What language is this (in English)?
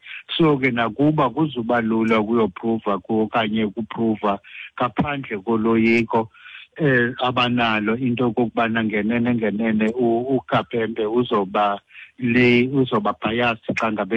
Xhosa